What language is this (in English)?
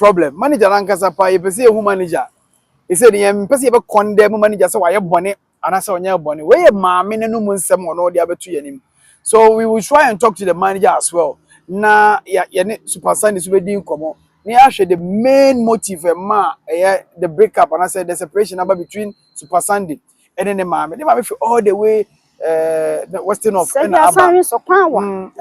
Akan